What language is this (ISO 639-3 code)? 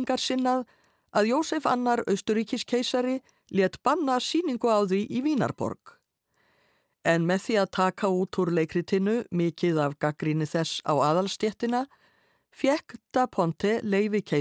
isl